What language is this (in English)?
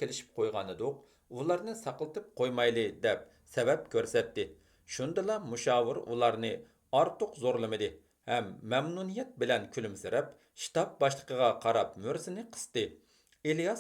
Uyghur